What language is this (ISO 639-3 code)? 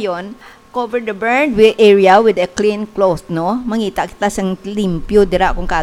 hil